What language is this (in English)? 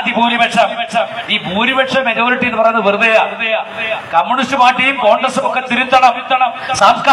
Malayalam